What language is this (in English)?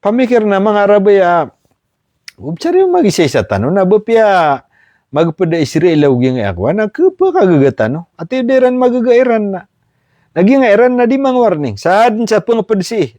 Maranao